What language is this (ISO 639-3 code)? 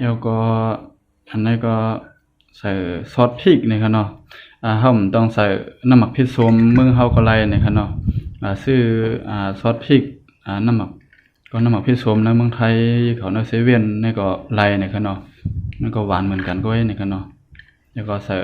shn